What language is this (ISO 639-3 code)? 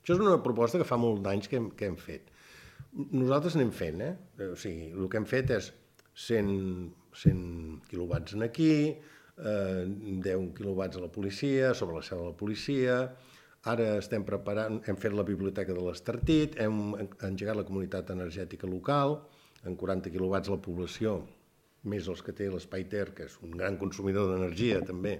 cat